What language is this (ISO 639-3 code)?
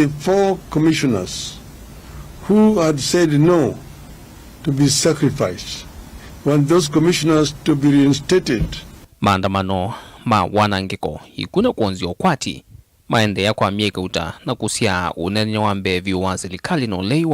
kam